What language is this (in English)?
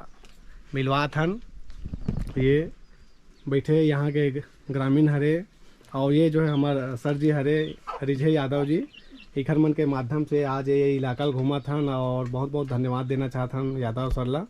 Chhattisgarhi